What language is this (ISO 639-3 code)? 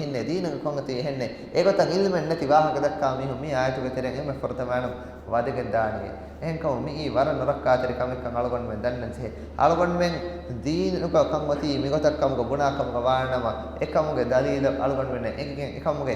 div